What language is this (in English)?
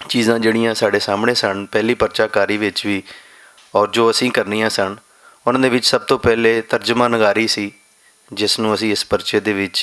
Western Panjabi